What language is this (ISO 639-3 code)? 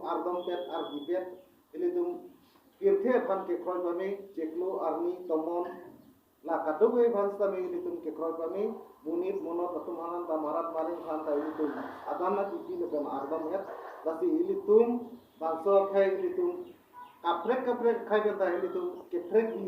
mjw